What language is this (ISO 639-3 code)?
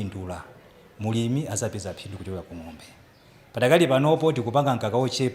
nya